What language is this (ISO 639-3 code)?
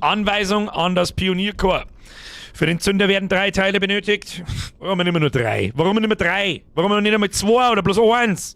bar